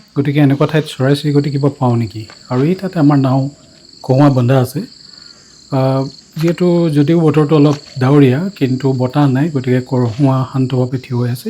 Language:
Assamese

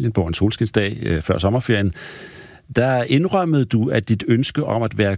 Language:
Danish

